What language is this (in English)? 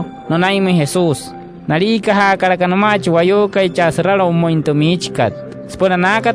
Wayuu